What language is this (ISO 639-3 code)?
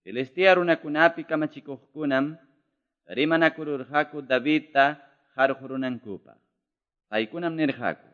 que